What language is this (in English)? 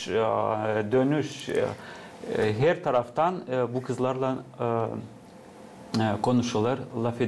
Gagauz